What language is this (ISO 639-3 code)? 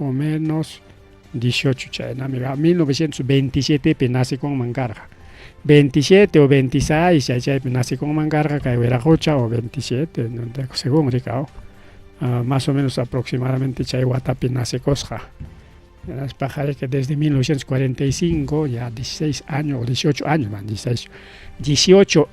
quy